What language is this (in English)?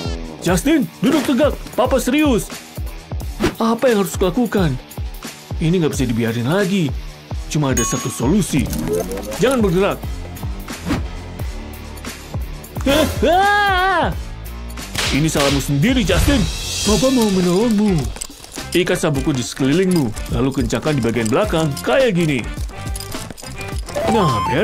Indonesian